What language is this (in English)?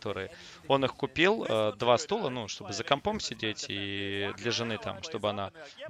Russian